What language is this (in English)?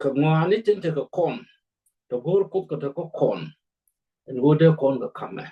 Nuer